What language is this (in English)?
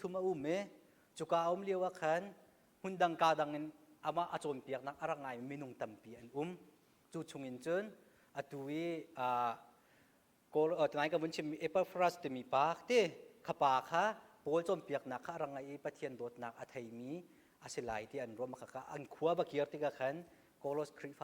Hakha Chin